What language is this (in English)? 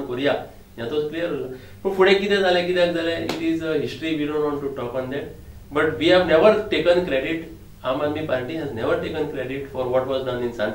Konkani